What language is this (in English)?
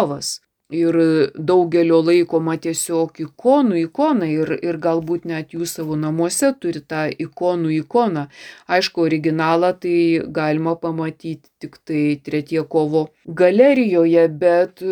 Lithuanian